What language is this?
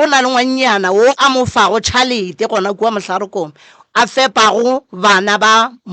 Northern Sotho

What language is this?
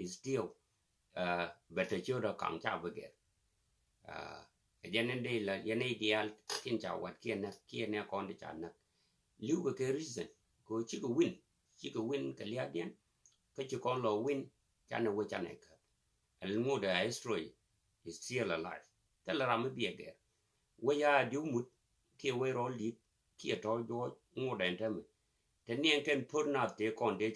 Nuer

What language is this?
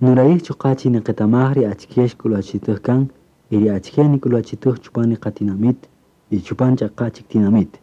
Kaqchikel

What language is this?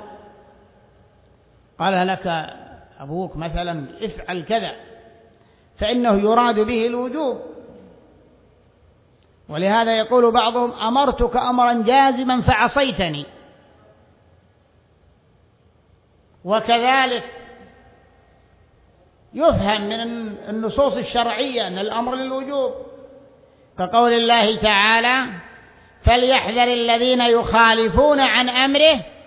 Arabic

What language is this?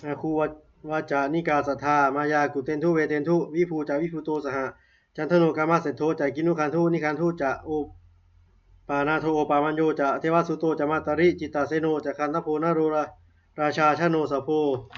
Pali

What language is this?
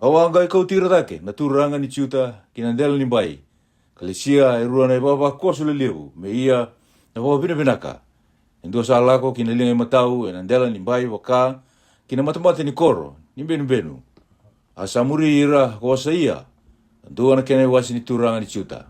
Fijian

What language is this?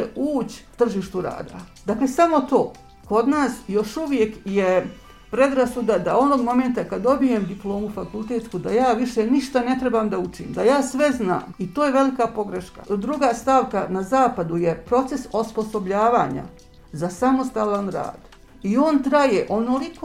Bosnian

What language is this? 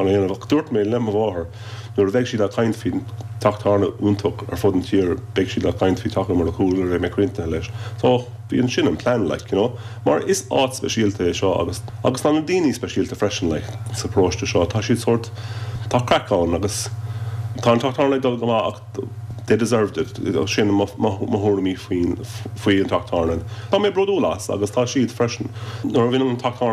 Irish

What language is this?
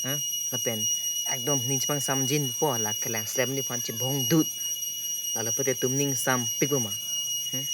Karbi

